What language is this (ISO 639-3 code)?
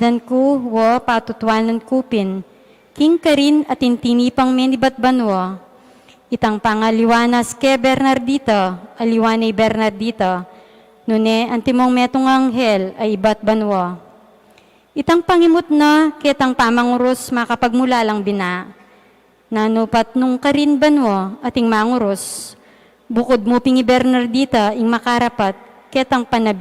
pam